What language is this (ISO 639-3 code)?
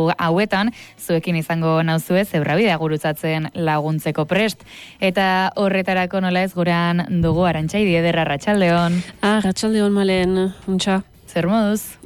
eus